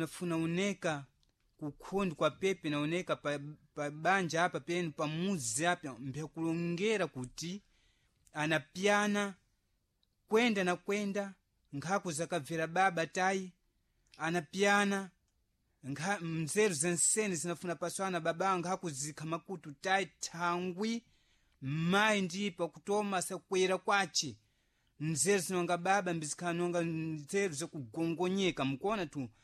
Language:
Sena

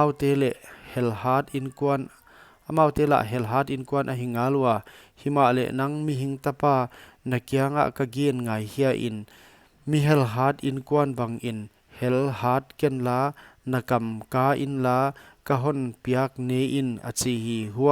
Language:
Paite Chin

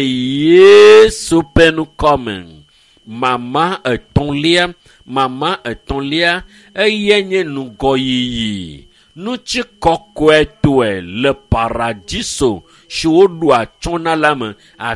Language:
Ewe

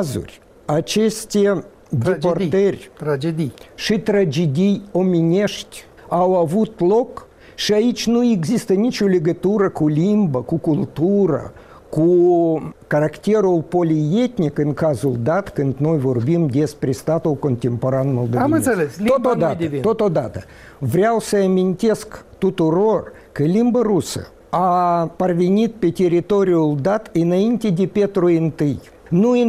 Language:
Romanian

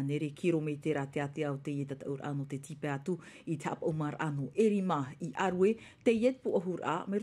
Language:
Tahitian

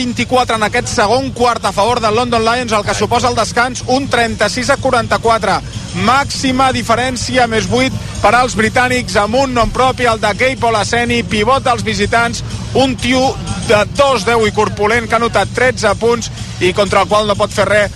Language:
Catalan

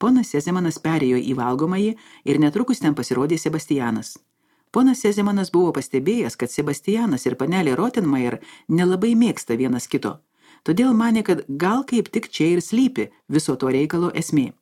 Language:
Lithuanian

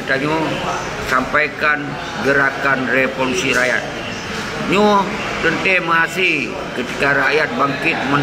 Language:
Achinese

